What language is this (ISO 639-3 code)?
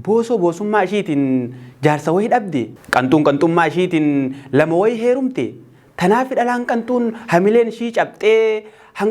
orm